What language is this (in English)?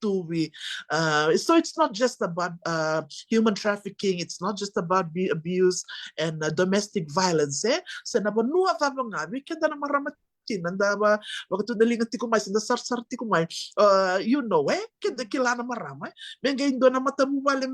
Fijian